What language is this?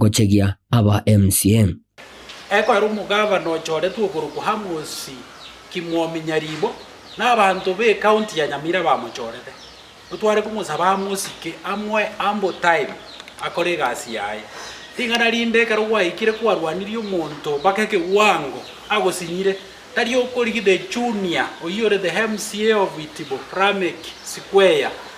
Gusii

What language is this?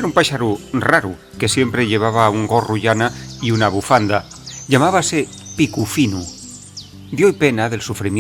Asturian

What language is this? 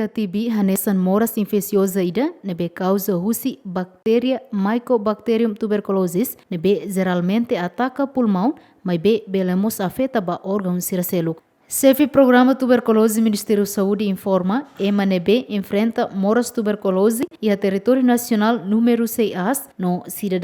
Tetum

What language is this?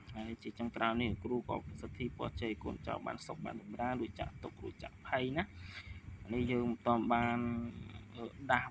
Khmer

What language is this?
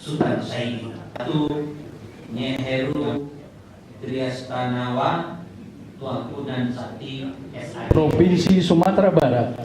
Minangkabau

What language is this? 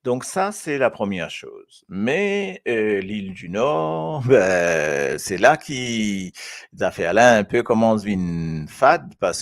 Morisyen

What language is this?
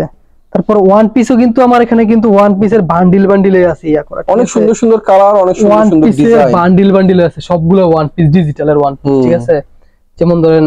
Bangla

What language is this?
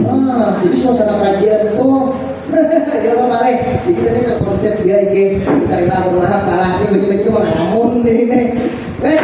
Banjar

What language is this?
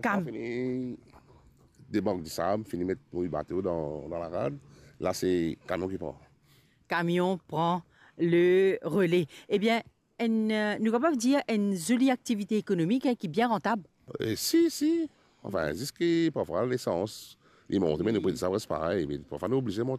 Morisyen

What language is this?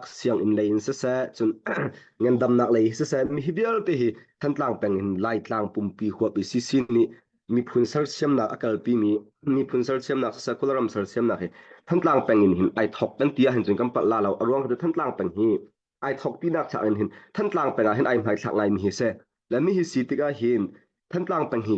Hakha Chin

